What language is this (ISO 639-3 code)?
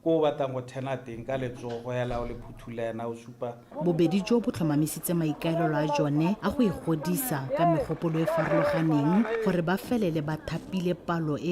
tsn